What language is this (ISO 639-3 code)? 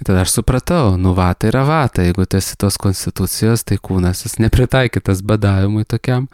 lit